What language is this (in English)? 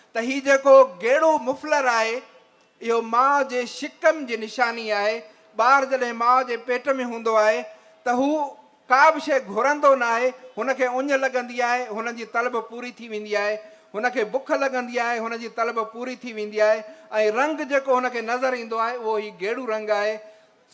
Sindhi